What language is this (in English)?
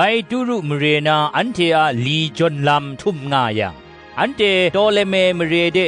Kachin